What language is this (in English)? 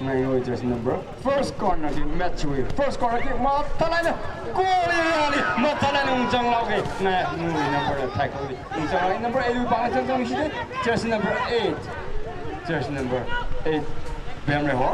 Tangkhul Naga (India)